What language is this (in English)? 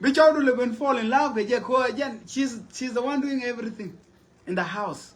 Nuer